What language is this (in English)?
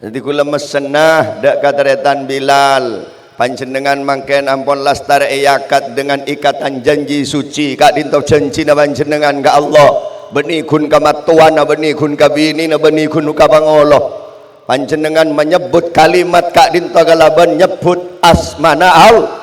Madurese